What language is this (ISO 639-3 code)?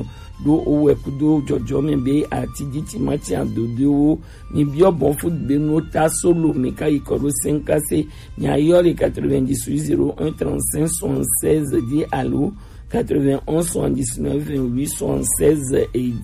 gej